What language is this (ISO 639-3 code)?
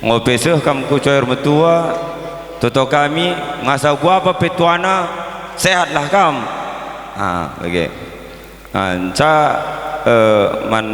btx